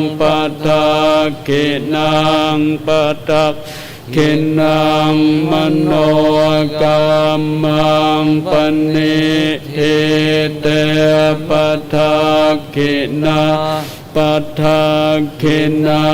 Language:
Pali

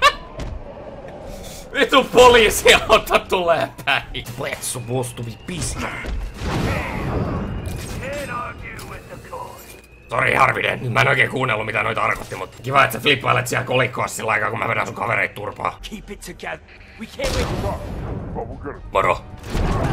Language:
Finnish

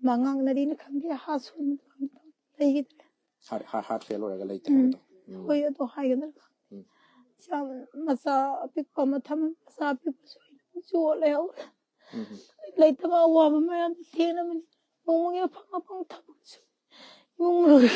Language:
Manipuri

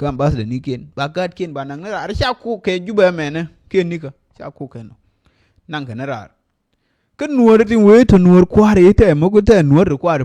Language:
Nuer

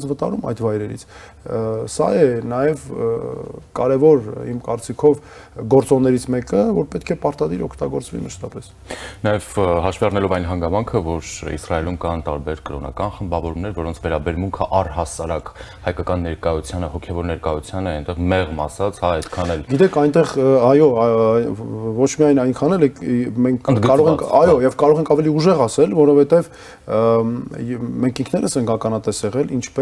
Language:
Armenian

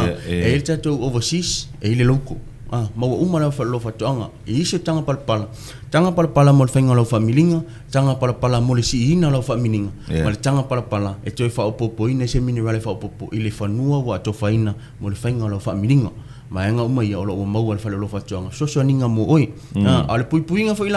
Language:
Samoan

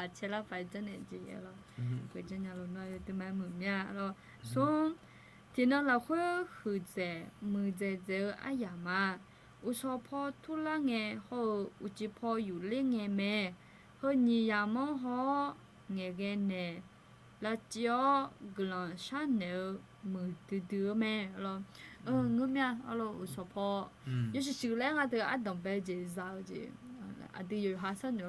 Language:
Akha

